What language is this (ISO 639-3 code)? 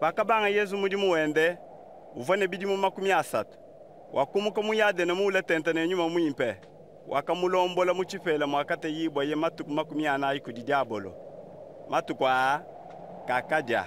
lua